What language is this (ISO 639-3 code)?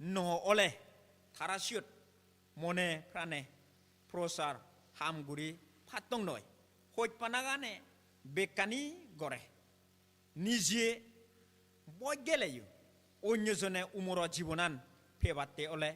ccp